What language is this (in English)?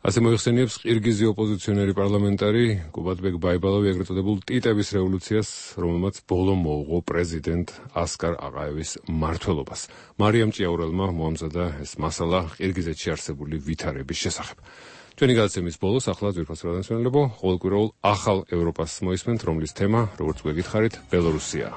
Georgian